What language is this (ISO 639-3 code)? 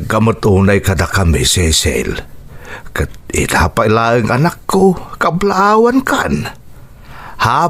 ilo